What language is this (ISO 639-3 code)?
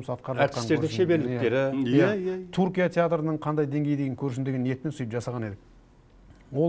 kaz